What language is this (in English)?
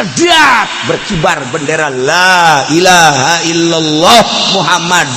Sundanese